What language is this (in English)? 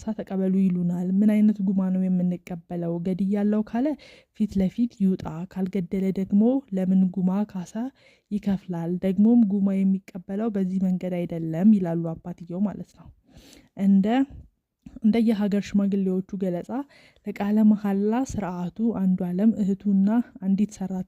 Amharic